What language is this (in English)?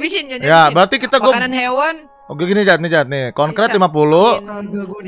Indonesian